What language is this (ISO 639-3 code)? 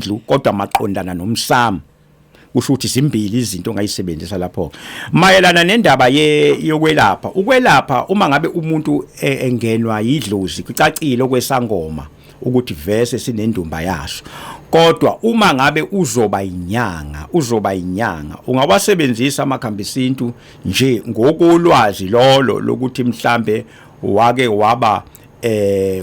zul